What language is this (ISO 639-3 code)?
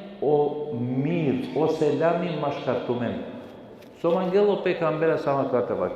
rmn